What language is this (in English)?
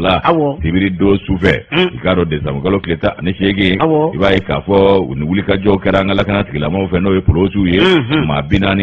Bambara